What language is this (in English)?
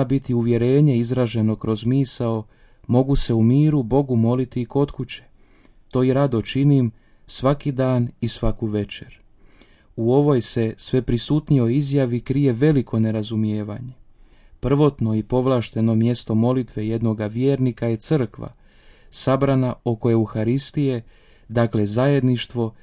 Croatian